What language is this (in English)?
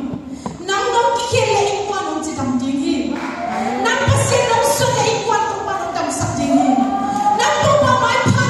Tedim Chin